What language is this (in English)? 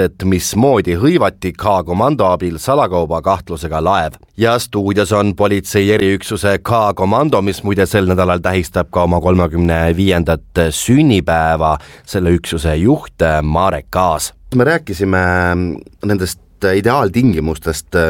Estonian